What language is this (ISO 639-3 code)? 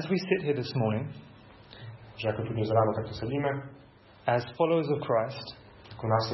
slk